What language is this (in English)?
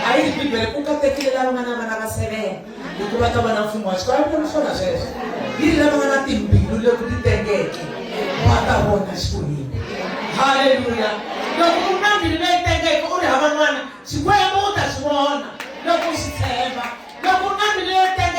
Tsonga